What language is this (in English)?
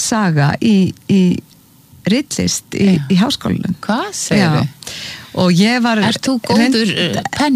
Icelandic